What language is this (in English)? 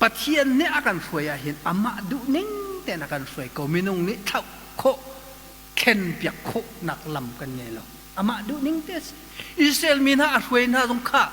Hakha Chin